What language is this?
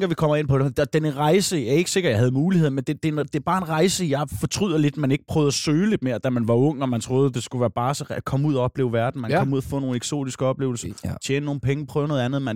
Danish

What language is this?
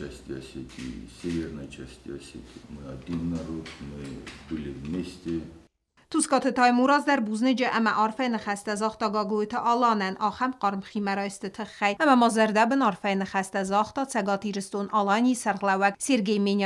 Ossetic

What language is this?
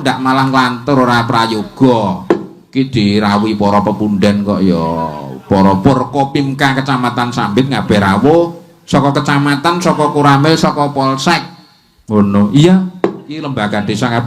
Javanese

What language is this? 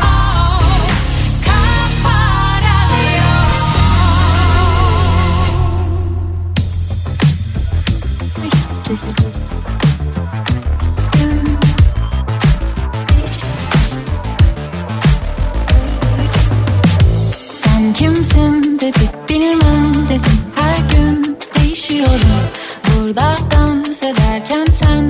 Turkish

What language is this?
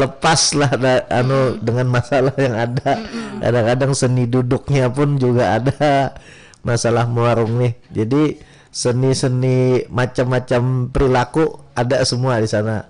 Banjar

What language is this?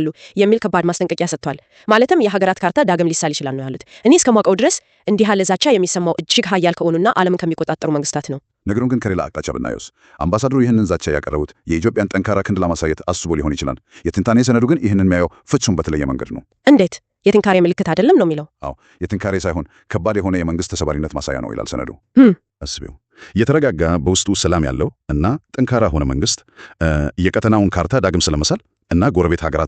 Amharic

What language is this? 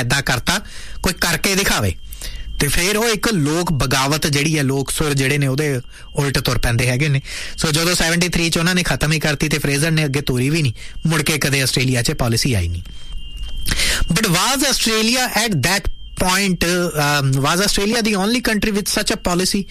Punjabi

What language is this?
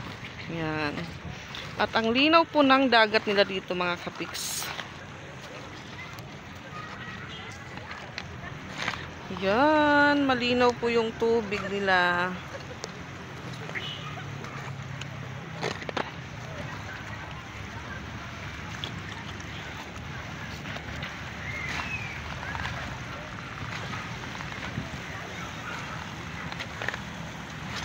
Filipino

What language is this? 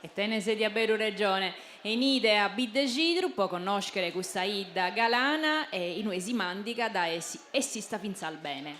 Sardinian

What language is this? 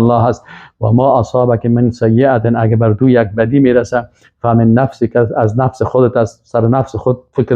Persian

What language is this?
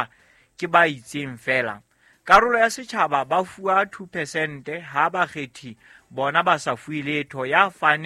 Southern Sotho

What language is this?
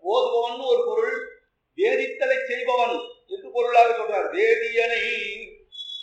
Tamil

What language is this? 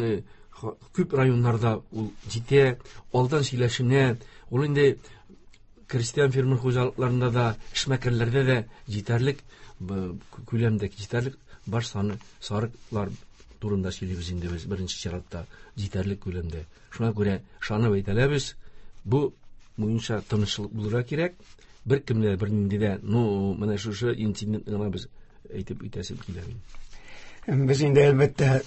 Tatar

